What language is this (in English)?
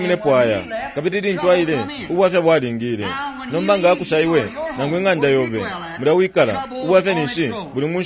Bemba